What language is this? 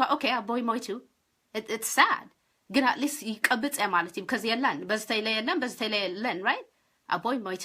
Tigrinya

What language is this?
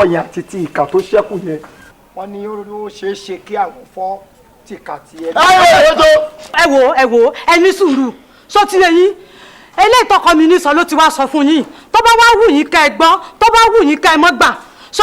Yoruba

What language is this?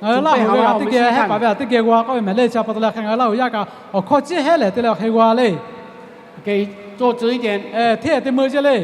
Lahu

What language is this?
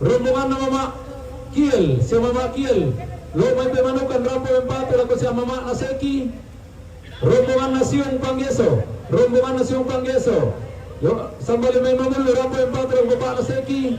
Toraja-Sa'dan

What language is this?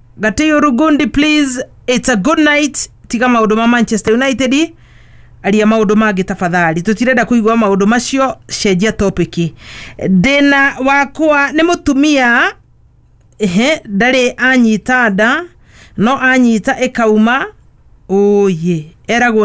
Kikuyu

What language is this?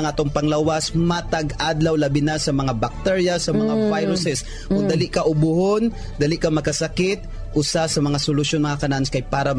Cebuano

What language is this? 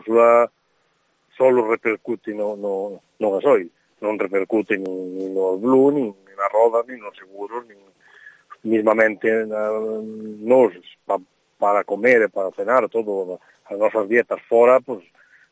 Galician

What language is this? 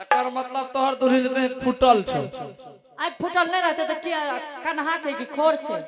Angika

